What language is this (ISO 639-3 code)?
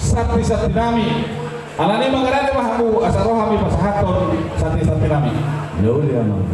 bbc